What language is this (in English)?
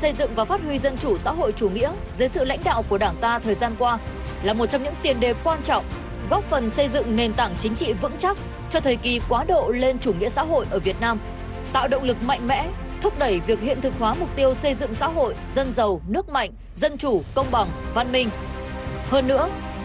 Vietnamese